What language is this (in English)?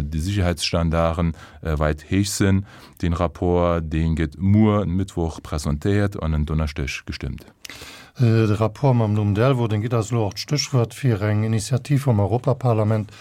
Luxembourgish